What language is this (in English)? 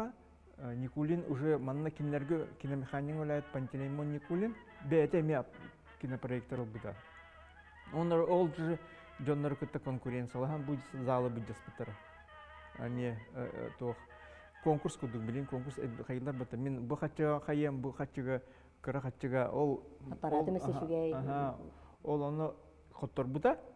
Yakut